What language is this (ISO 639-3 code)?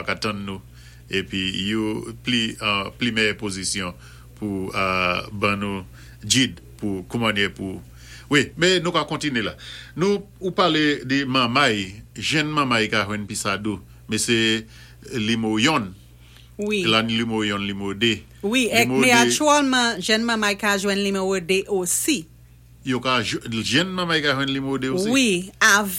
acf